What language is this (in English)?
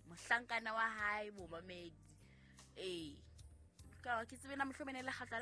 Southern Sotho